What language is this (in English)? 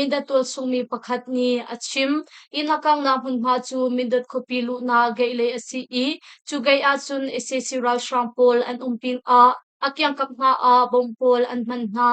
Hakha Chin